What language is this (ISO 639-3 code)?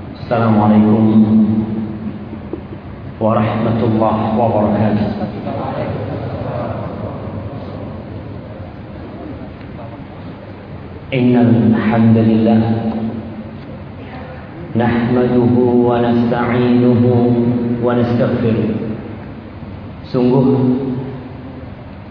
ind